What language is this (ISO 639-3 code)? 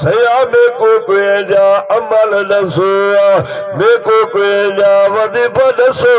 skr